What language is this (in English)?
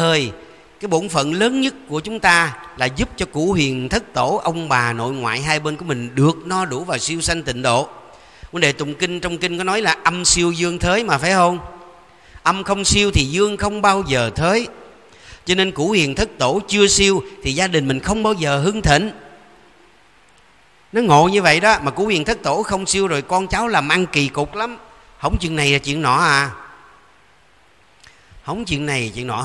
Vietnamese